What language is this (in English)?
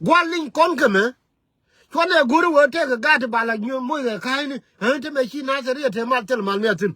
Nuer